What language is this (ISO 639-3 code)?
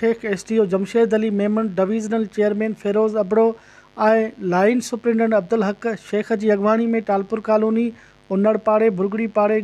snd